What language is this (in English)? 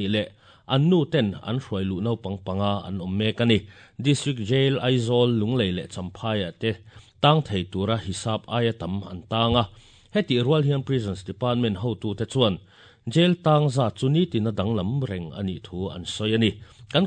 Mizo